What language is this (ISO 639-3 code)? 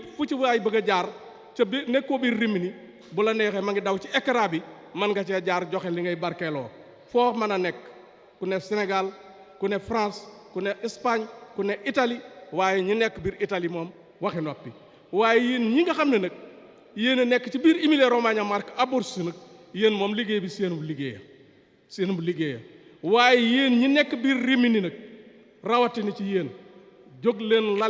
wol